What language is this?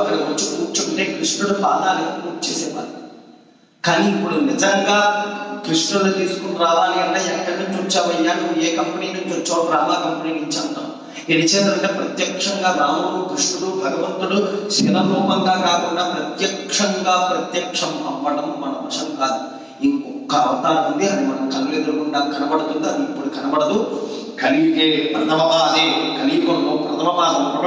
Telugu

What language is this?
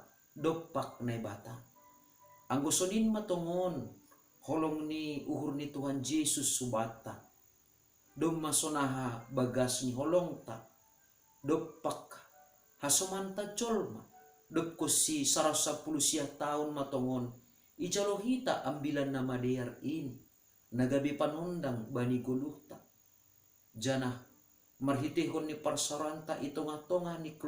Batak Simalungun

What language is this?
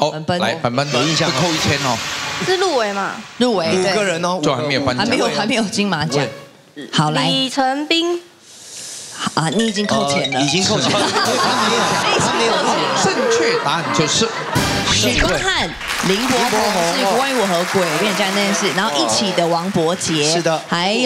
Chinese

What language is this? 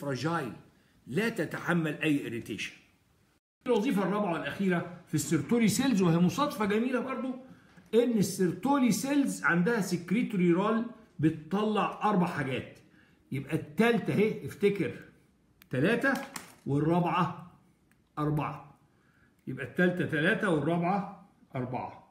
Egyptian Arabic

